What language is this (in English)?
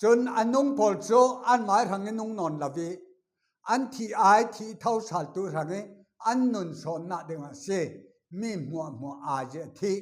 Falam Chin